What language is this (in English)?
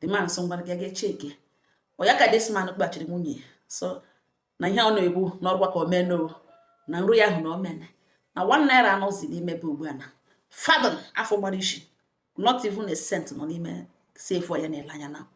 Igbo